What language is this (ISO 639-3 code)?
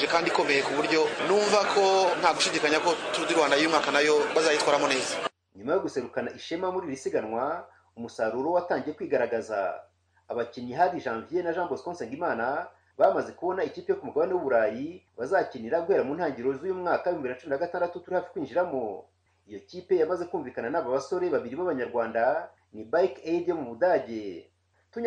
kin